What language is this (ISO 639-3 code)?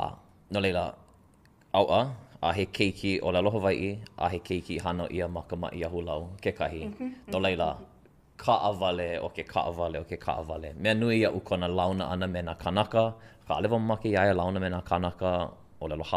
haw